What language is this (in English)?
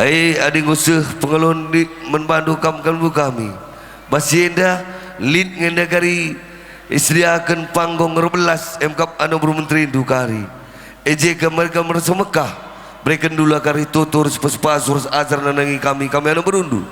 Batak Karo